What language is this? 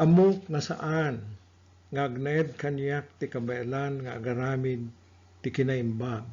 Iloko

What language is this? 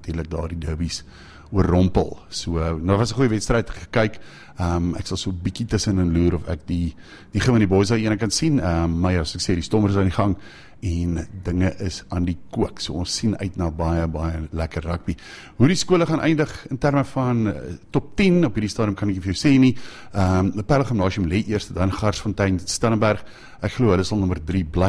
Afrikaans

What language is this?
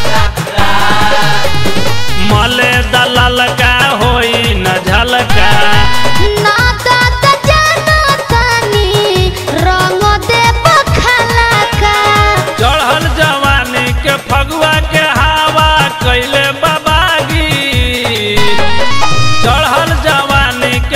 Bhojpuri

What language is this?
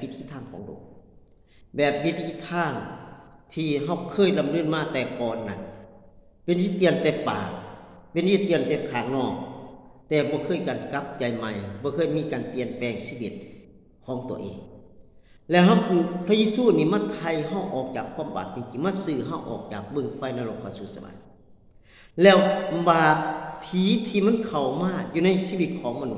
Lao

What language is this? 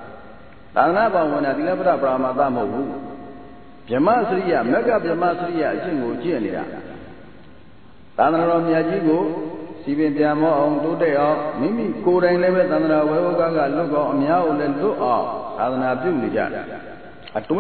Burmese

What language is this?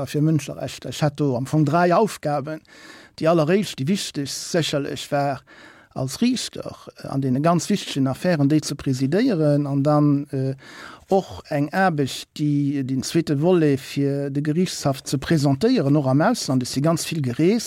Luxembourgish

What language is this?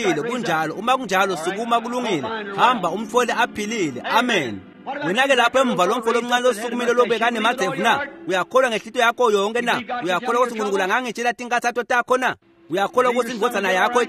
Swati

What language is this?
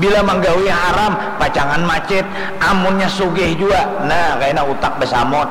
Banjar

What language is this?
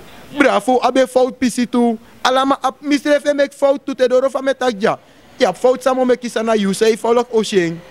Sranan Tongo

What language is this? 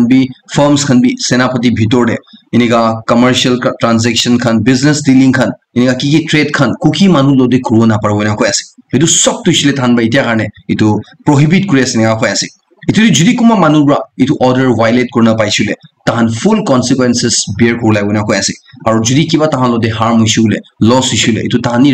Naga Pidgin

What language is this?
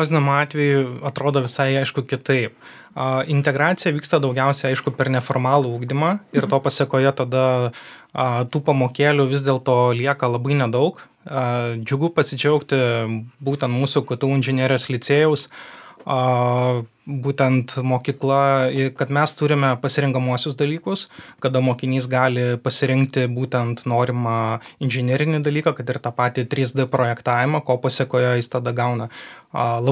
Lithuanian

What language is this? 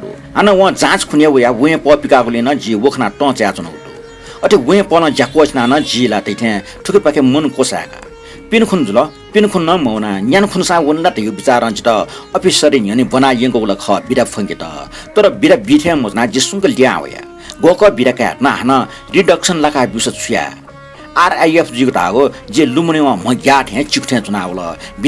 Newari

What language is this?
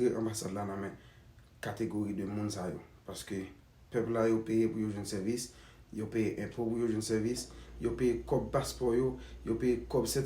Haitian Creole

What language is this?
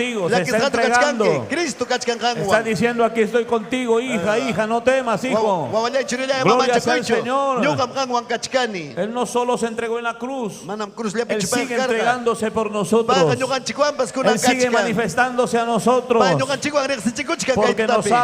Ayacucho Quechua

